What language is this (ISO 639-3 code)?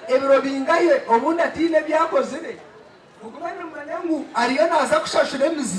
nyn